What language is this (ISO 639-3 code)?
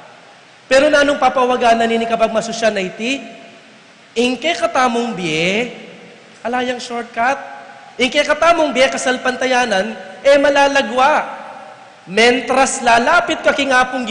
pam